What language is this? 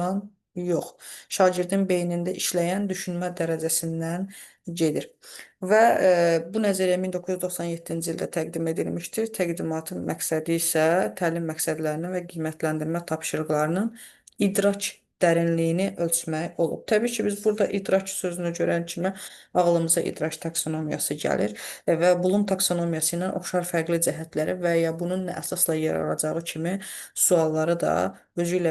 Azerbaijani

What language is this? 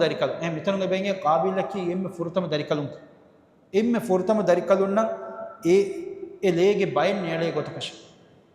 Divehi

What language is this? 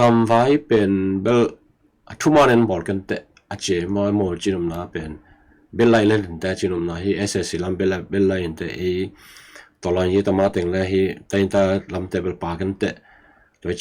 Tedim Chin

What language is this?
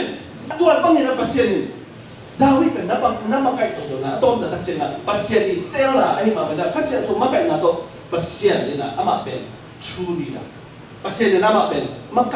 Tedim Chin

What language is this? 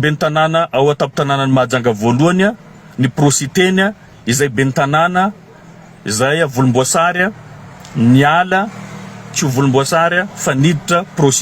Malagasy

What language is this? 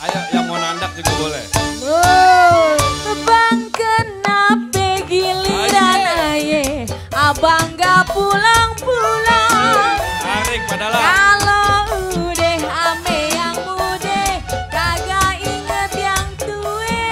Betawi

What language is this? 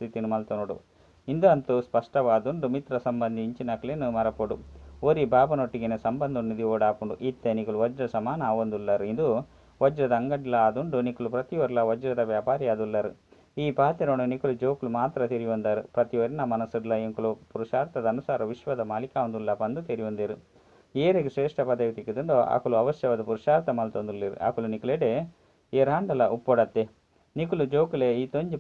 Tulu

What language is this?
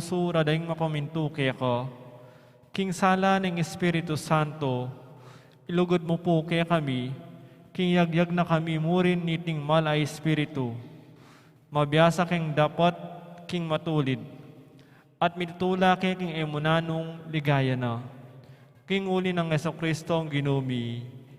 Pampanga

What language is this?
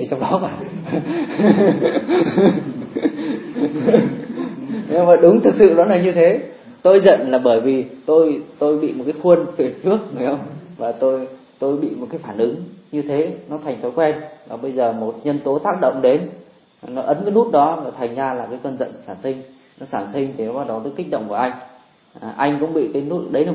Vietnamese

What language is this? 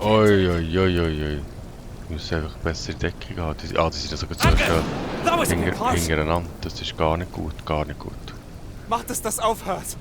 Swiss German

